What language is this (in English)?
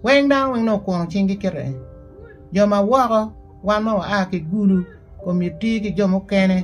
Acoli